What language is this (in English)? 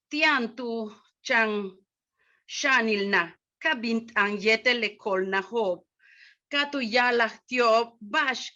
Yucateco